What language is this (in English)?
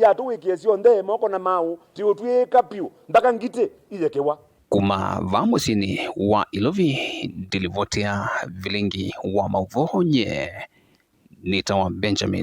Kamba